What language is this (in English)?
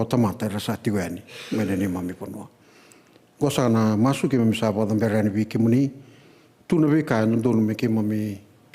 Fijian